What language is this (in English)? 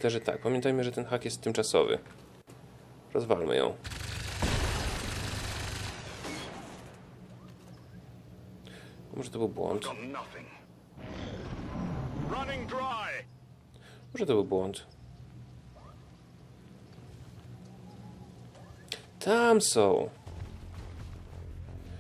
Polish